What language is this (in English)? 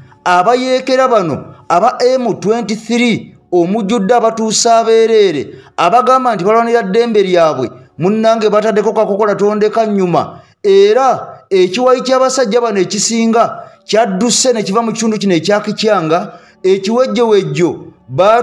Ganda